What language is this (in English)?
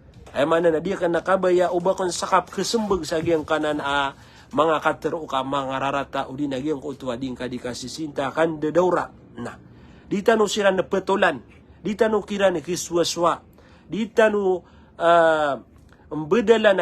Maranao